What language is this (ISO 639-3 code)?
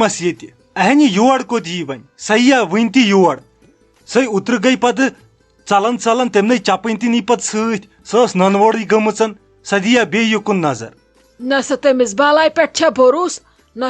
kas